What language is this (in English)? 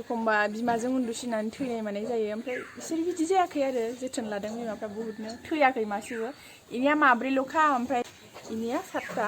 Bodo